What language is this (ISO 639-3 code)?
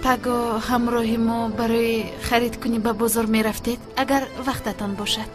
tgk